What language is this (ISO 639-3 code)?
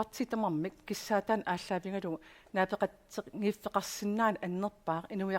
kal